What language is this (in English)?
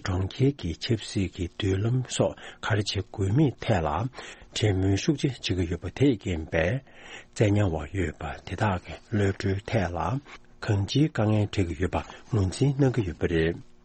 Tibetan